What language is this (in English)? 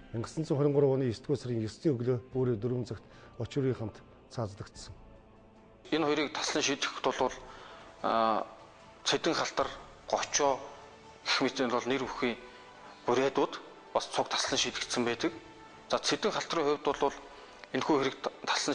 Mongolian